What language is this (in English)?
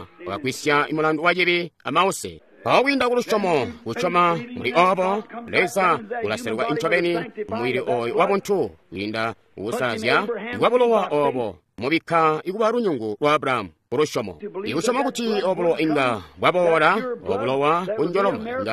Tonga (Zambia)